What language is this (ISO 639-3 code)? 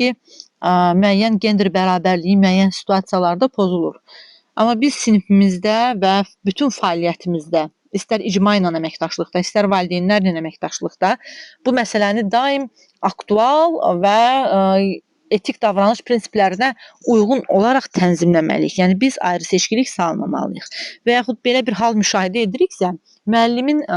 aze